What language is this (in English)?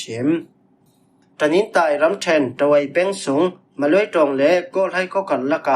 Falam Chin